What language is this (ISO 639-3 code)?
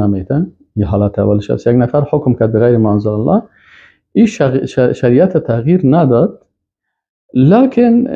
fas